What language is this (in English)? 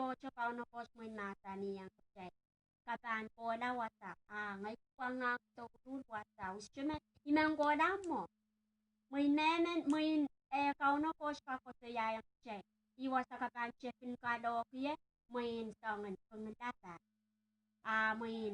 Pohnpeian